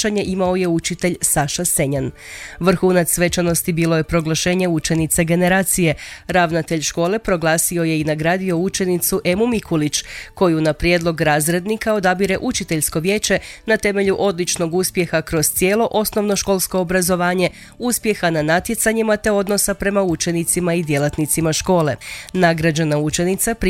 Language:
Croatian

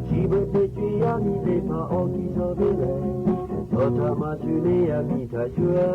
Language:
Lahu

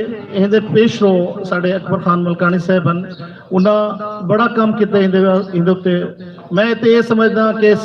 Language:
Saraiki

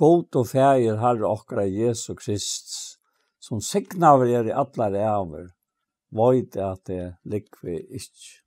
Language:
Faroese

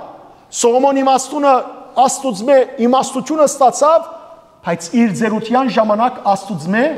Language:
Western Armenian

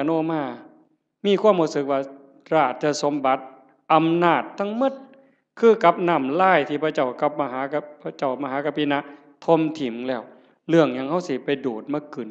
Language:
Northeastern Thai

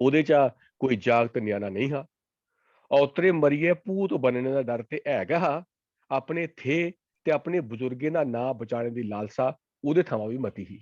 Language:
Dogri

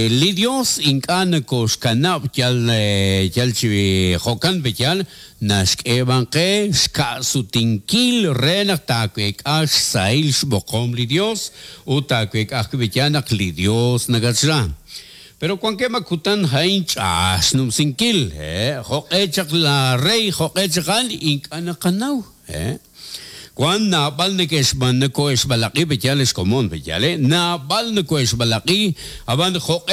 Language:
Kekchí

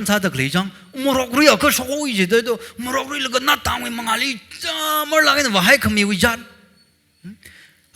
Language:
Tangkhul Naga (India)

